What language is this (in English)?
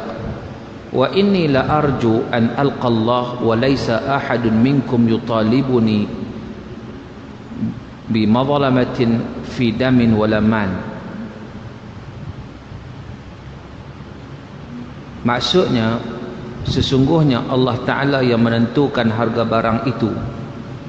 Malay